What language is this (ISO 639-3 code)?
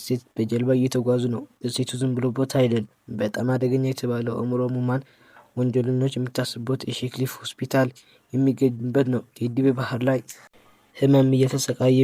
amh